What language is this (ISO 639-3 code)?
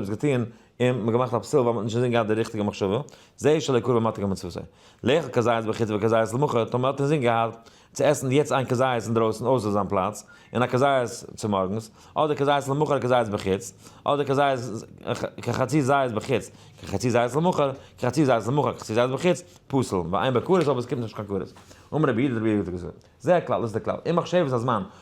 yid